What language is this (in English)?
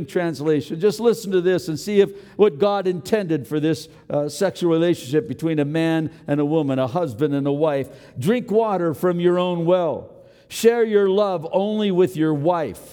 English